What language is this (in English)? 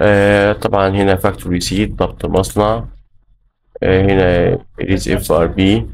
Egyptian Arabic